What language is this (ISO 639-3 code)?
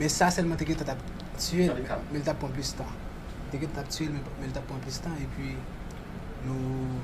hat